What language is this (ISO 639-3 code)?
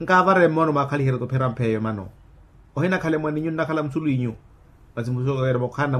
vmw